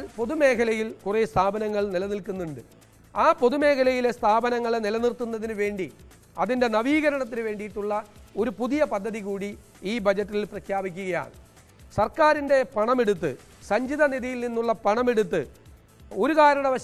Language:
Malayalam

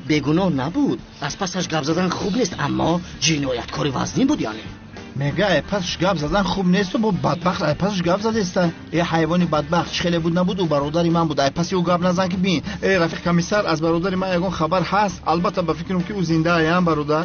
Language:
Tajik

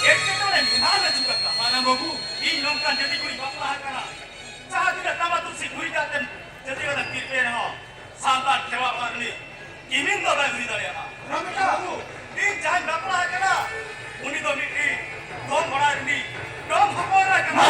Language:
Santali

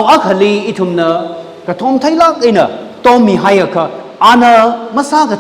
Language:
Tangkhul Naga (India)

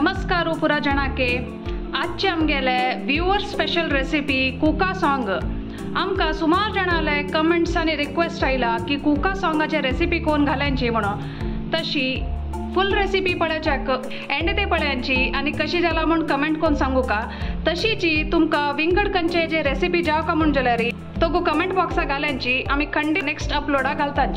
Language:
Konkani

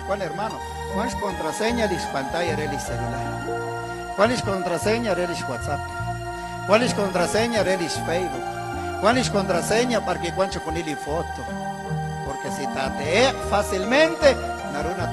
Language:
Kekchí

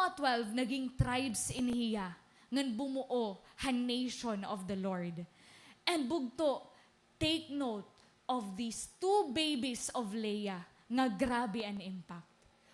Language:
Waray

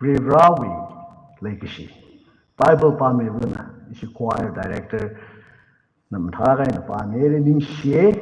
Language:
Tangkhul Naga (India)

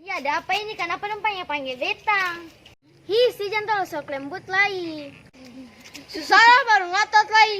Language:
Ambonese Malay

